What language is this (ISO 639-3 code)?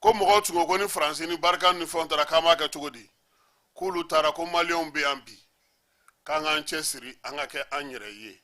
bam